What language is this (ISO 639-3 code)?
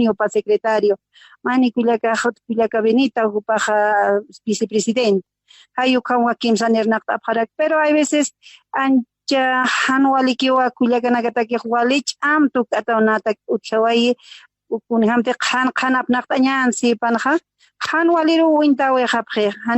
aym